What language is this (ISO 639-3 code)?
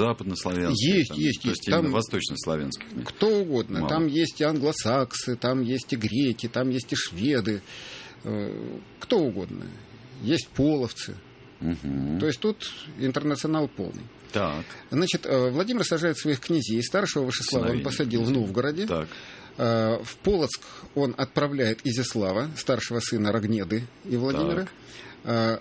rus